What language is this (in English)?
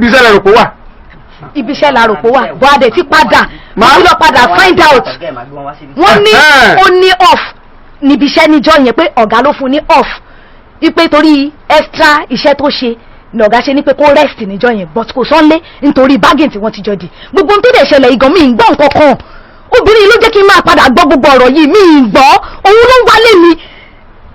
Yoruba